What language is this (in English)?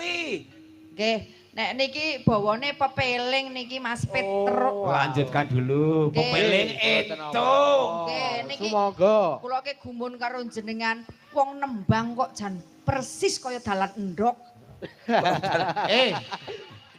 Javanese